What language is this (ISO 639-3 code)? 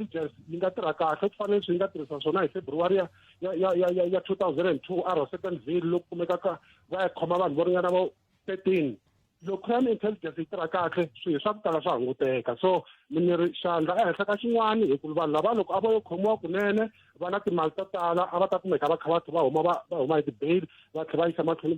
tso